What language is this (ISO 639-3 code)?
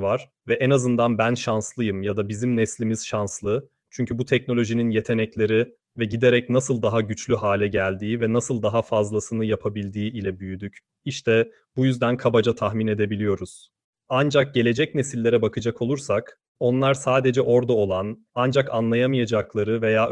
tur